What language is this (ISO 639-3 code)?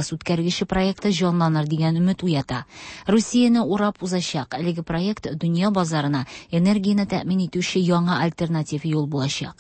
tat